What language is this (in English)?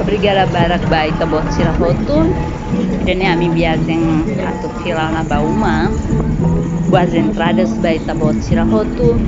Tetum